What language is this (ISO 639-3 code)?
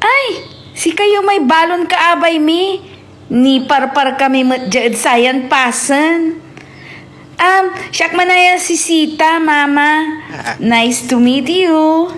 pag